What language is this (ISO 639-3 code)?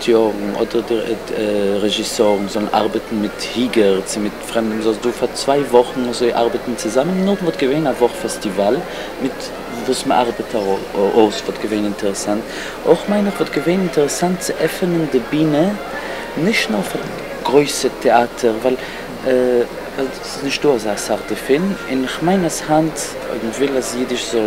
yid